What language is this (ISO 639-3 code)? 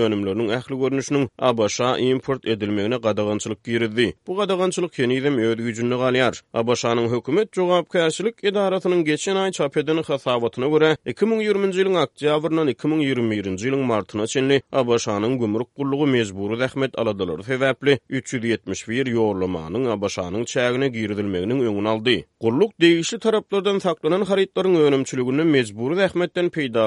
tuk